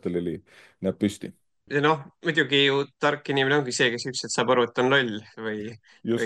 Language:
Estonian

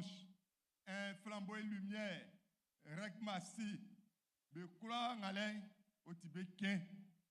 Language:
Baoulé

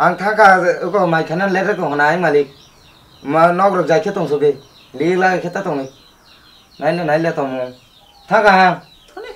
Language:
Kok Borok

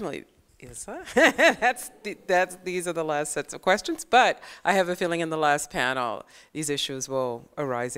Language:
English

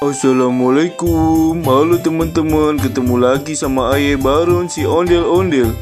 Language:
Betawi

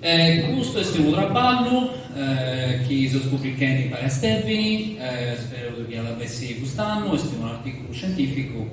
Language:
Sardinian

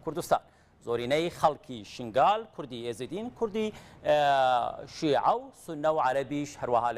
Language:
Central Kurdish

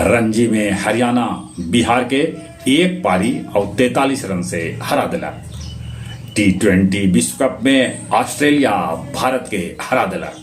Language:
Magahi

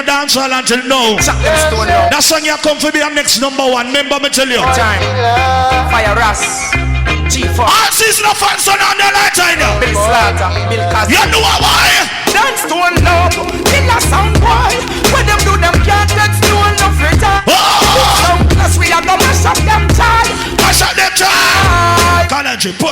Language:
Jamaican Creole English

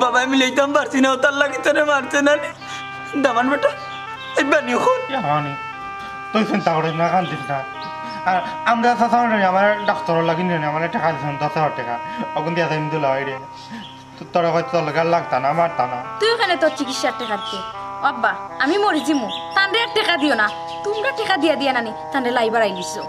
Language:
Sylheti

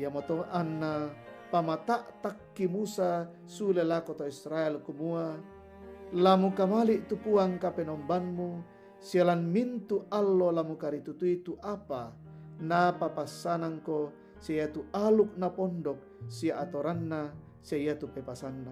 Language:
Toraja-Sa'dan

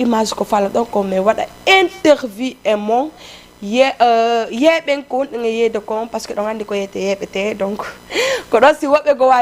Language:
Fula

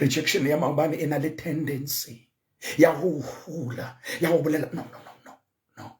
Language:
Southern Sotho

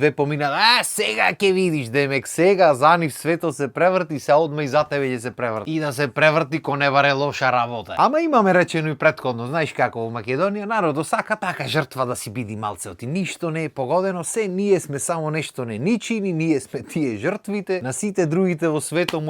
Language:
Macedonian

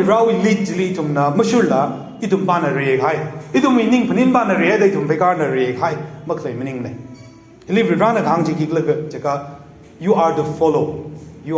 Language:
Tangkhul Naga (India)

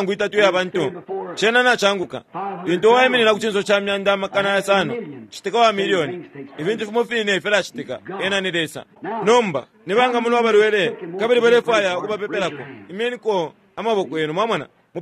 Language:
Bemba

